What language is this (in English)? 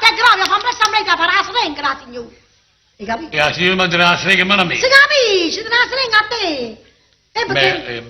Neapolitan